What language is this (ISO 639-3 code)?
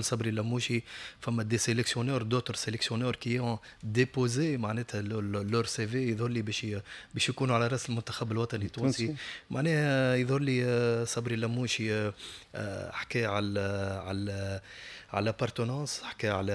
aeb